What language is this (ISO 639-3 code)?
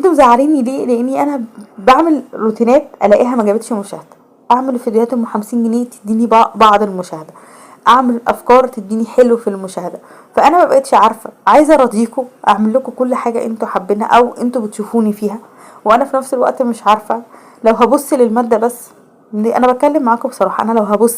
arz